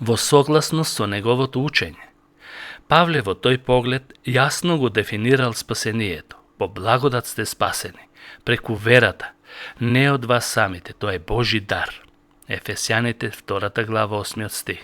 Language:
Macedonian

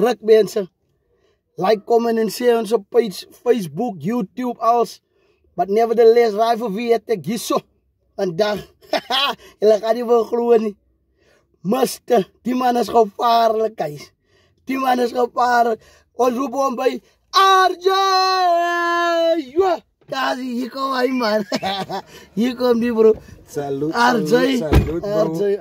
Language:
Afrikaans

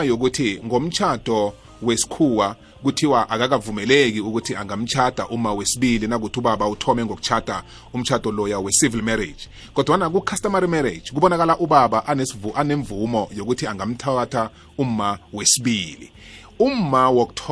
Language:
South Ndebele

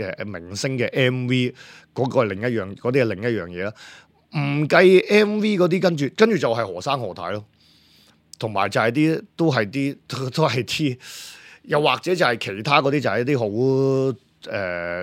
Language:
Cantonese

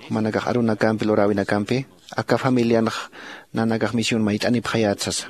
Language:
Aymara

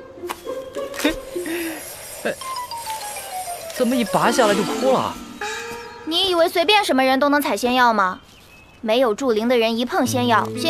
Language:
Chinese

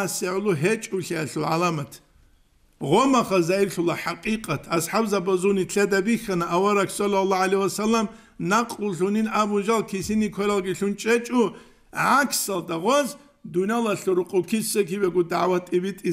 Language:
Avaric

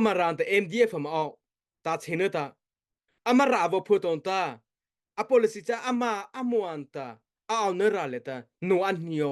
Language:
Mara Chin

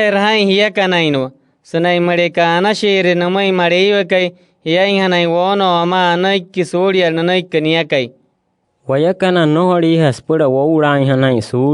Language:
Wayuu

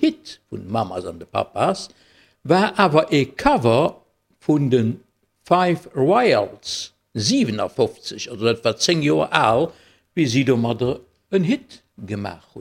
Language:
Luxembourgish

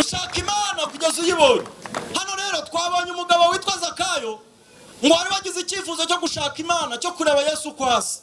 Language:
Kinyarwanda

